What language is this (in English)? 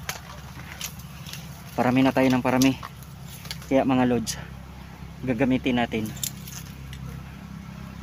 Filipino